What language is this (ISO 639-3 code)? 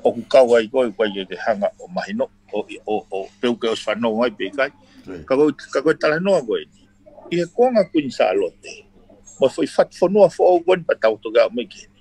ton